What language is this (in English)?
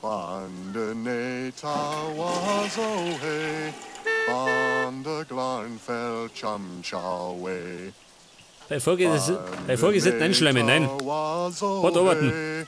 Bavarian